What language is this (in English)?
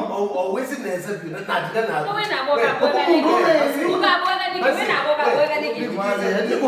Kamba